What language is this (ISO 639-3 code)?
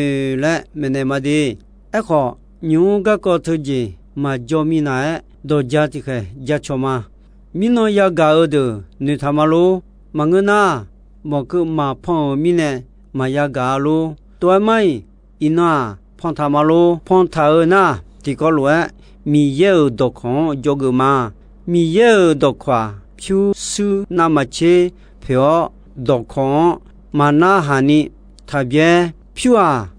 ahk